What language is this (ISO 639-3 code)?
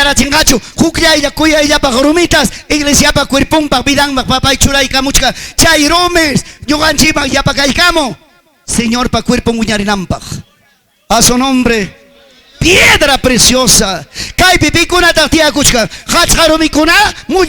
quy